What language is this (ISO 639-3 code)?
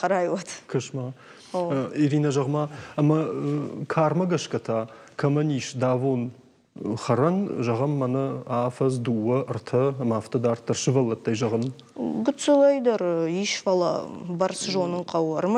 oss